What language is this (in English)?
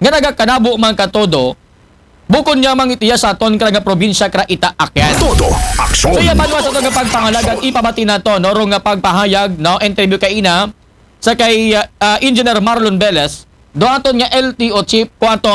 Aklanon